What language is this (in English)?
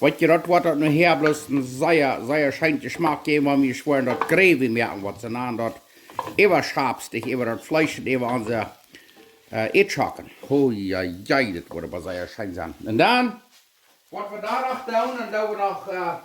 Plautdietsch